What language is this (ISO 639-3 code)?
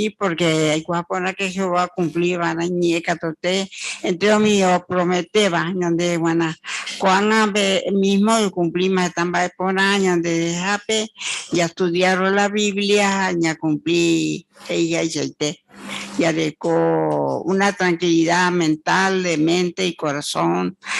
grn